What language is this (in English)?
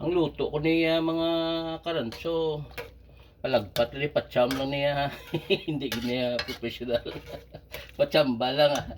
Hiligaynon